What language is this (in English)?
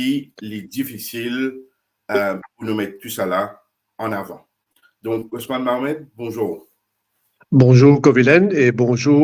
Morisyen